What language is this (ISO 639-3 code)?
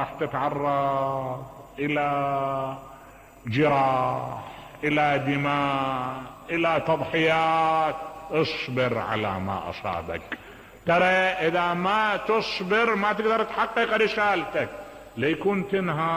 acm